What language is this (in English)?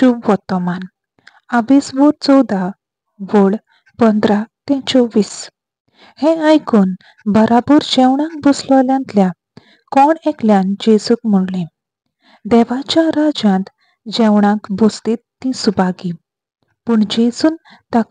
Konkani